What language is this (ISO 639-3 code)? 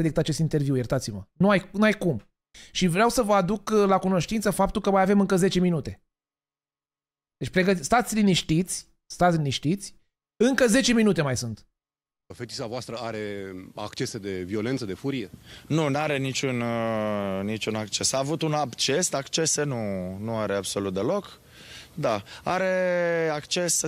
ron